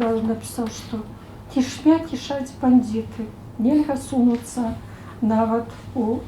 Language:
Belarusian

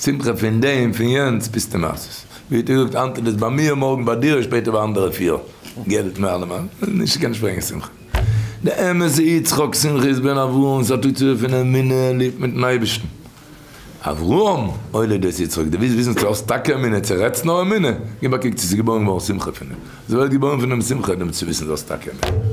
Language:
Yiddish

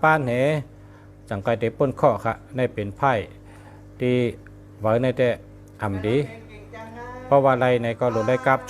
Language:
Shan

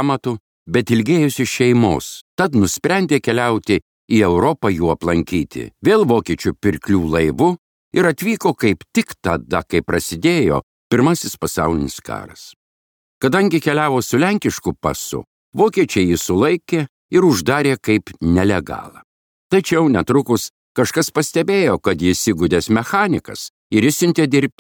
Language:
Lithuanian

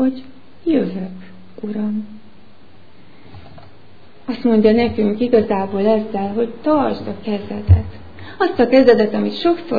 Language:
Hungarian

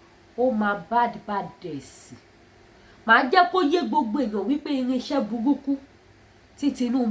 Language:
Yoruba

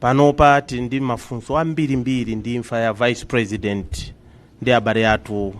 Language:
Nyanja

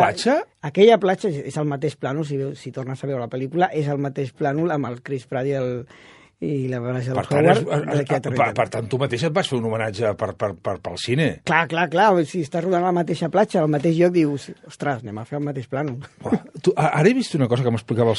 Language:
Catalan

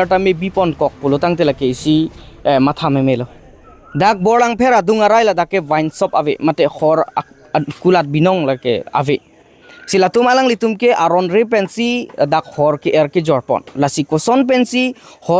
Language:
Karbi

